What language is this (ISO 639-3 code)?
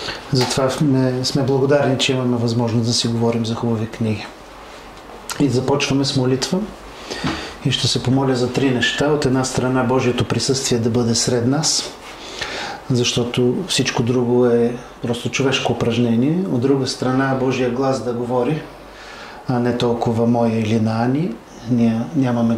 bul